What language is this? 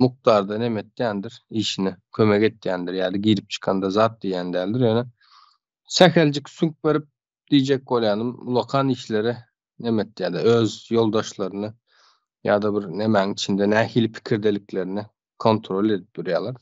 Turkmen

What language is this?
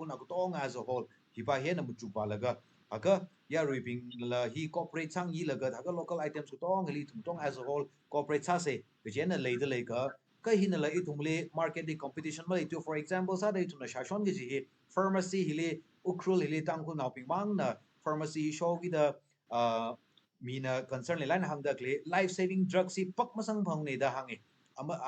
Tangkhul Naga (India)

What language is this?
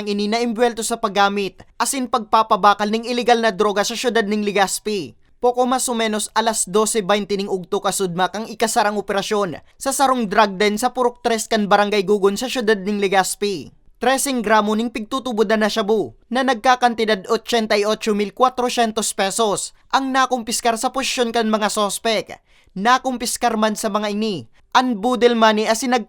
Bikol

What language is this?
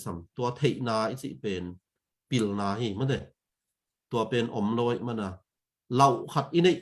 Tedim Chin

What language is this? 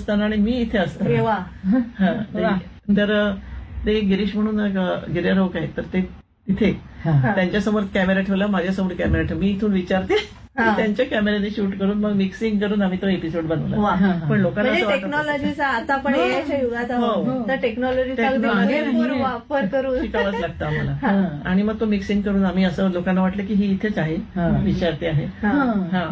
Marathi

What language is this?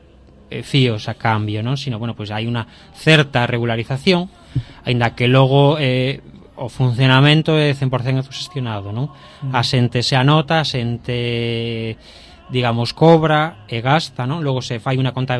Galician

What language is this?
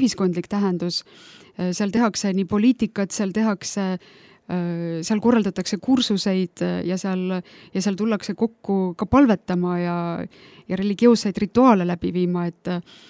Estonian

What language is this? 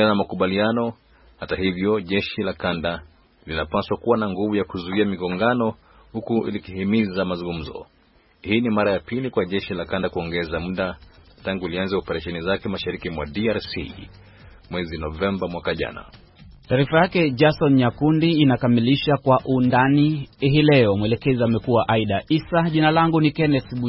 Swahili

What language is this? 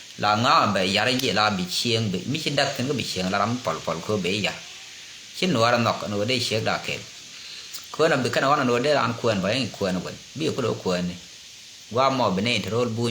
Nuer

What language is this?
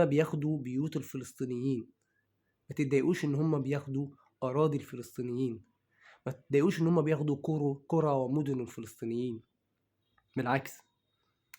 Egyptian Arabic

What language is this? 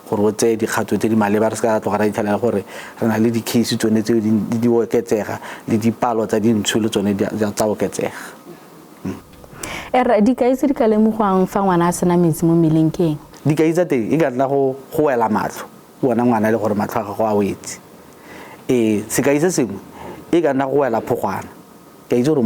Tswana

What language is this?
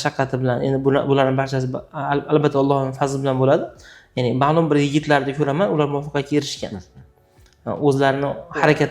Uzbek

